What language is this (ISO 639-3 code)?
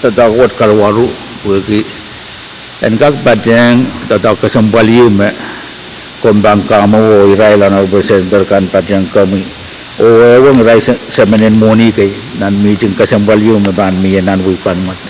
pon